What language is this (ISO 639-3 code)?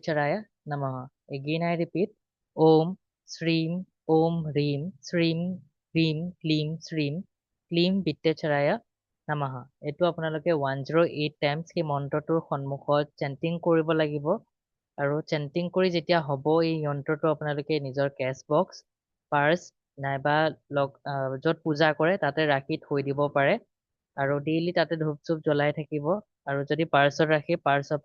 asm